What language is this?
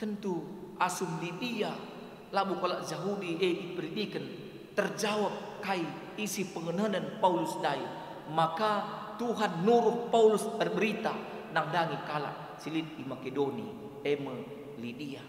Batak Karo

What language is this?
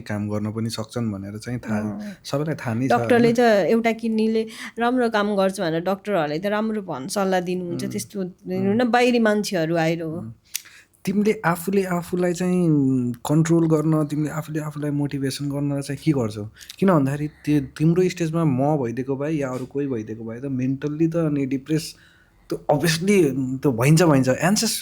Nepali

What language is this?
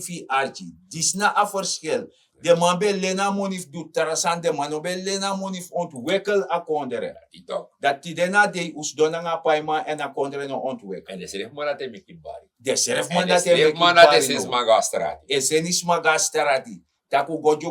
Sranan Tongo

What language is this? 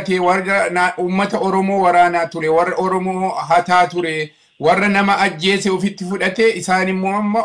Oromo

